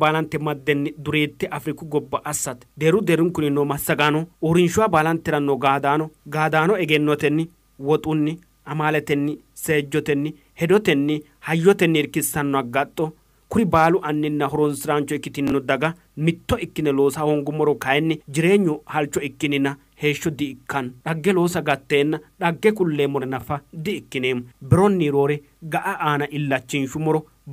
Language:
Sidamo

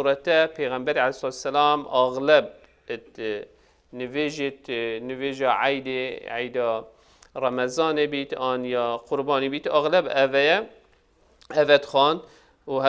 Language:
Kurdish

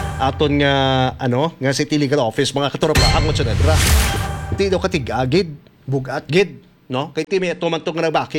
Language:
Hiligaynon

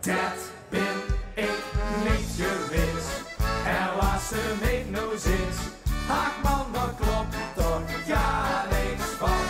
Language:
Limburgish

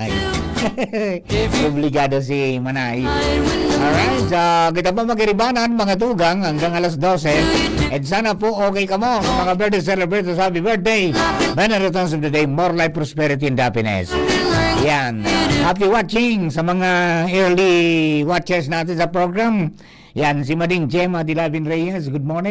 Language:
Bikol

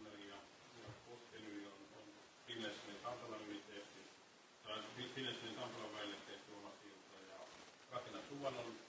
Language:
Finnish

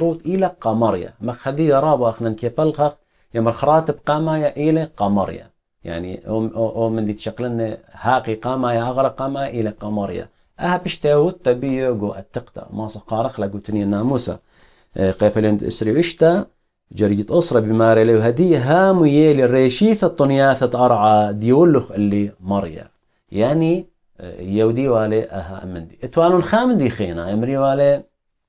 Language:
Assyrian Neo-Aramaic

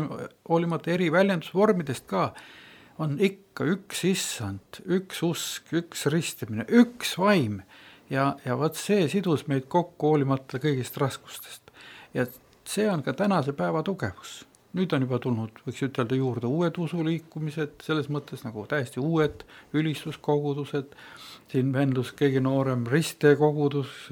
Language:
Estonian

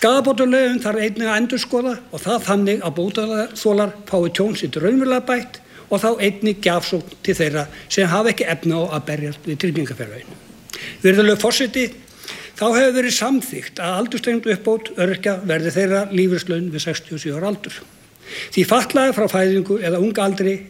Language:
Icelandic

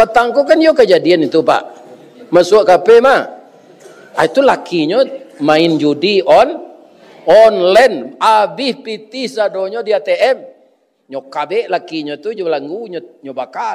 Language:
Minangkabau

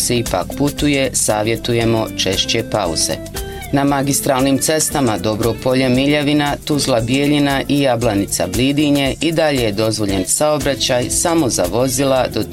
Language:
Bosnian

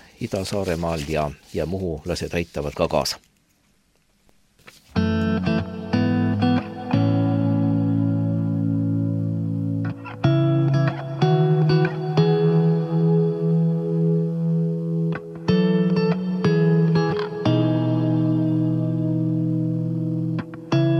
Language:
Estonian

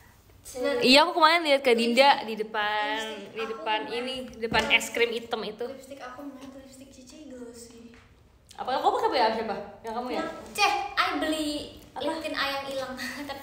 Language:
Indonesian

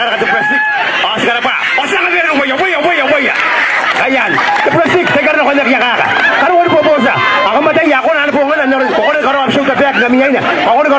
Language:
Gilbertese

